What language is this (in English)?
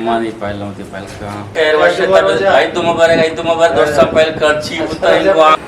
Eastern Balochi